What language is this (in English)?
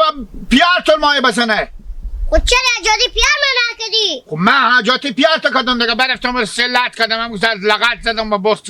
Hazaragi